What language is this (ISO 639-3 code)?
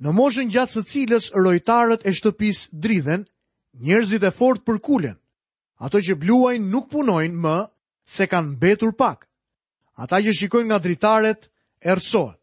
sqi